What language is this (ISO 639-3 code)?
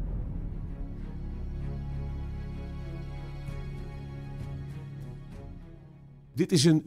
nld